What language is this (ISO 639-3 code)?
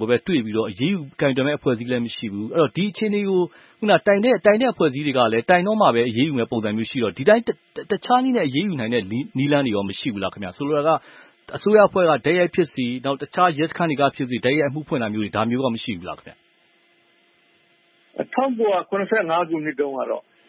mya